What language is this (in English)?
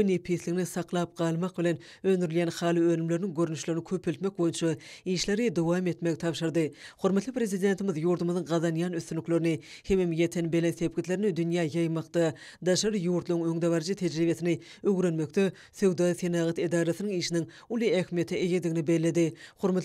Turkmen